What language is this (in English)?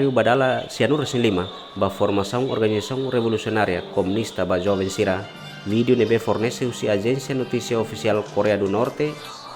Tetum